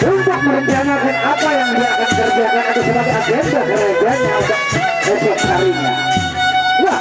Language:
Sasak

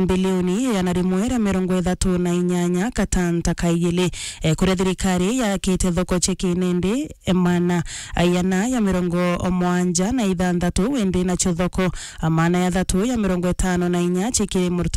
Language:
Meru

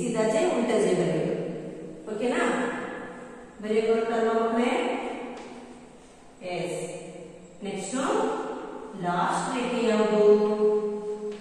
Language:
Kannada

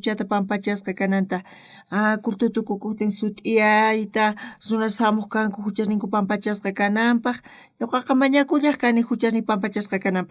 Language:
South Bolivian Quechua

